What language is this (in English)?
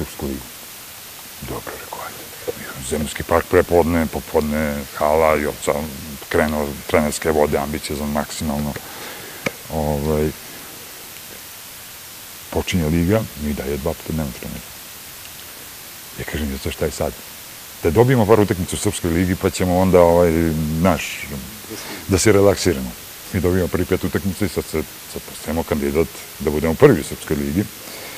Serbian